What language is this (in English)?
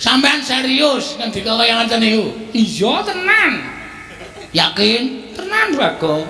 Javanese